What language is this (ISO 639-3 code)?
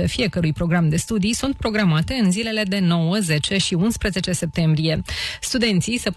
ron